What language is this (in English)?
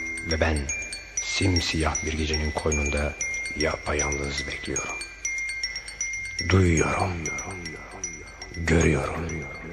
Turkish